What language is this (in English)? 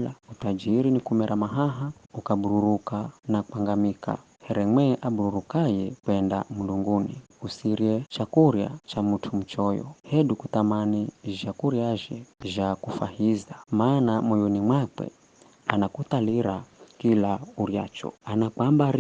Giryama